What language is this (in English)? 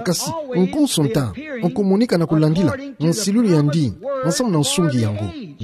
Kituba (Democratic Republic of Congo)